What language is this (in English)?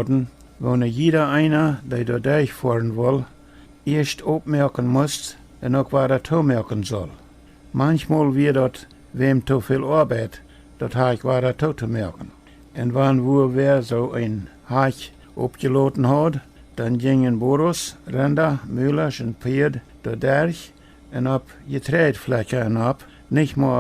Plautdietsch